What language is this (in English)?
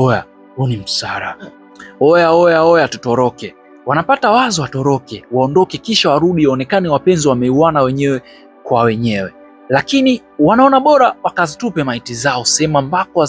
Swahili